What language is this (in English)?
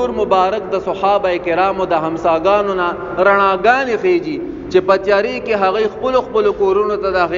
Pashto